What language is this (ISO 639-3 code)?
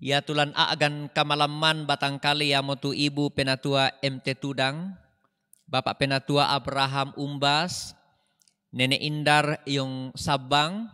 sda